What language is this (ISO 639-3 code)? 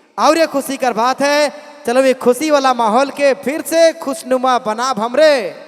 sck